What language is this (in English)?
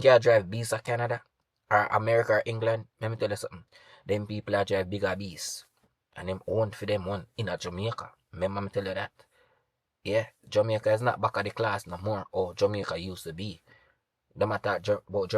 Jamaican Creole English